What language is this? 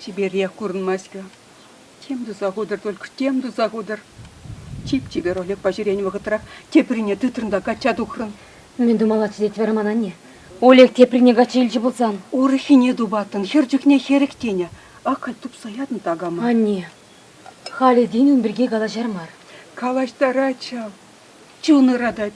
Chuvash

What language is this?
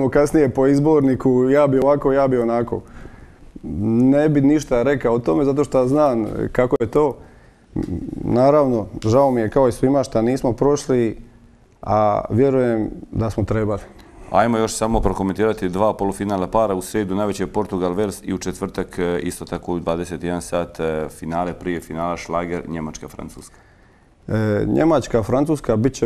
Croatian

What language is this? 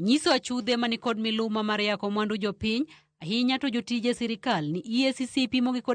Luo (Kenya and Tanzania)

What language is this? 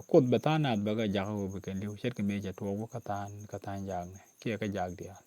Nuer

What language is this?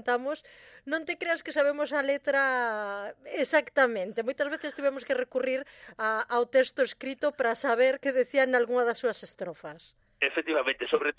Galician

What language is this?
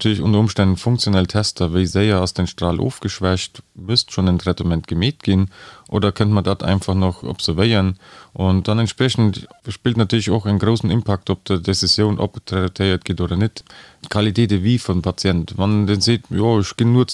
Luxembourgish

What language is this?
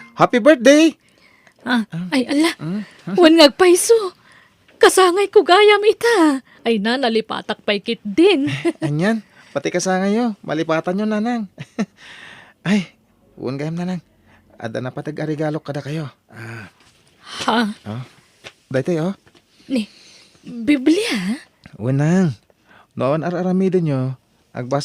Iloko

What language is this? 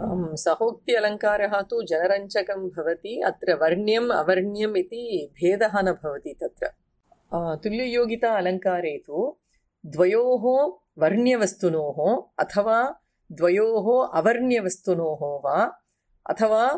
Sanskrit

